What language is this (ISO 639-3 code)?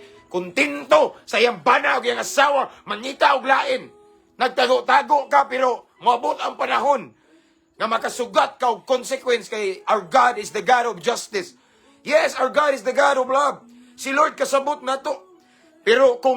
ceb